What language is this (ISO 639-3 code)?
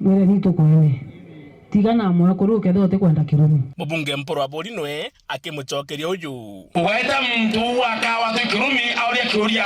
mer